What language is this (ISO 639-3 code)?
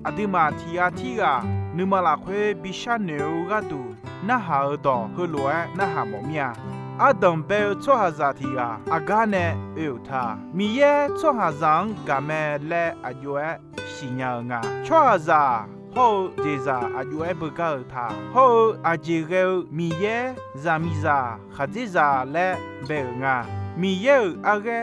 ahk